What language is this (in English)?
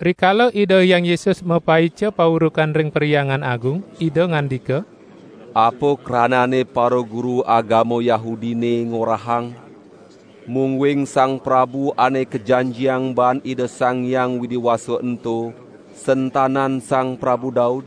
Balinese